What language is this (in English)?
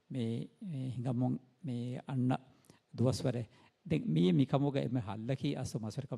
Divehi